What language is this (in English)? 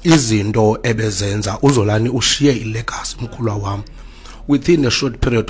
Xhosa